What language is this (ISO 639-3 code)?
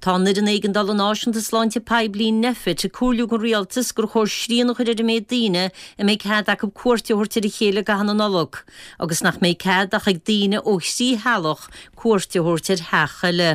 gle